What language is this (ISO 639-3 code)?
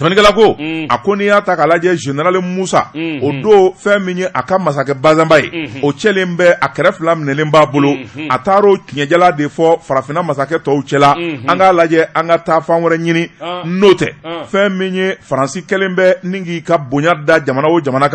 bam